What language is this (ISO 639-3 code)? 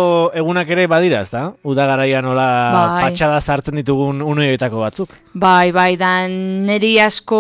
eus